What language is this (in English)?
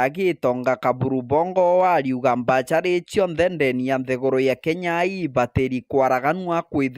Meru